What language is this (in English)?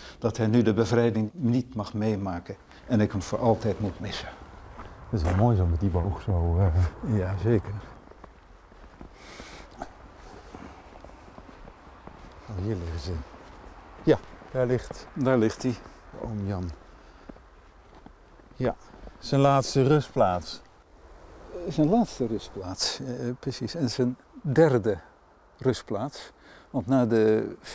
Dutch